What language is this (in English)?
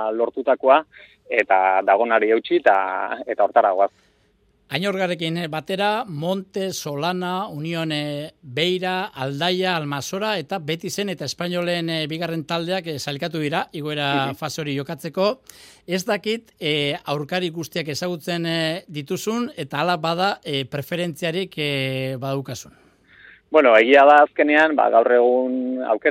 Basque